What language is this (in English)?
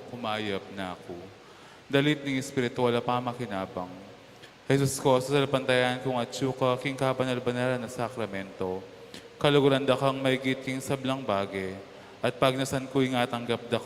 Pampanga